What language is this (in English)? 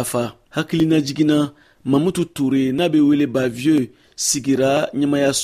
Bambara